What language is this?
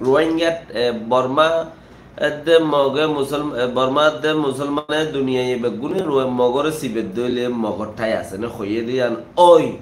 Rohingya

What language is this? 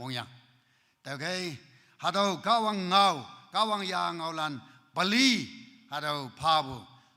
Naga Pidgin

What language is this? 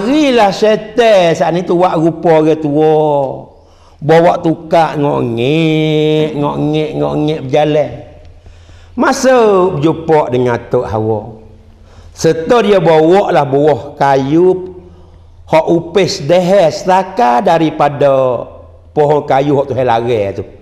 Malay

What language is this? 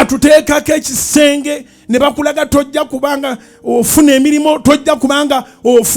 Ganda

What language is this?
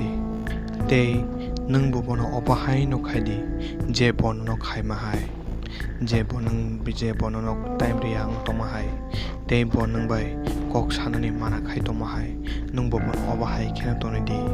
Kok Borok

